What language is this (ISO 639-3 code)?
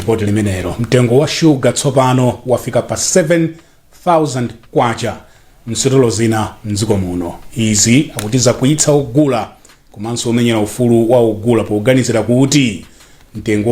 nya